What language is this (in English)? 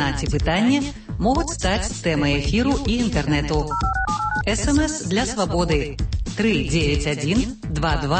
Belarusian